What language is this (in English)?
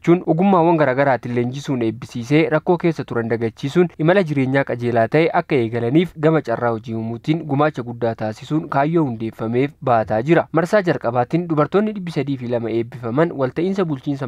Oromo